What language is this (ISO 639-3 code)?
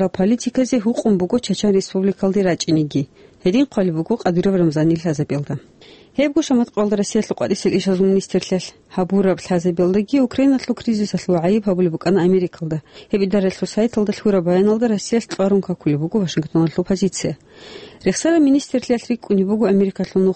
ava